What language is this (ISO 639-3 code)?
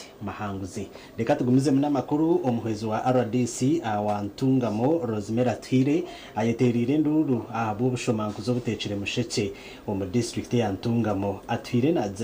nyn